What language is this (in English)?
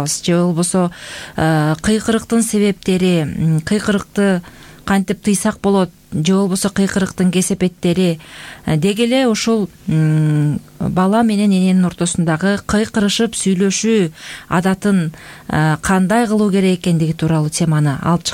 Kyrgyz